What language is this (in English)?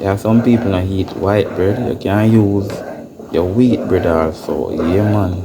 Jamaican Creole English